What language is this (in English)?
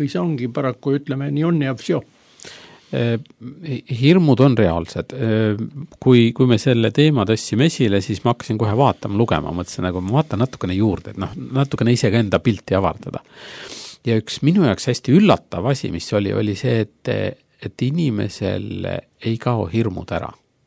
Estonian